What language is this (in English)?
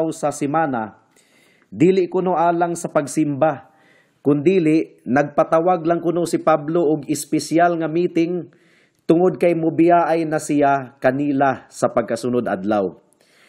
Cebuano